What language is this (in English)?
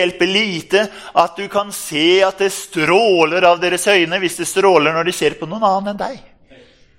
Norwegian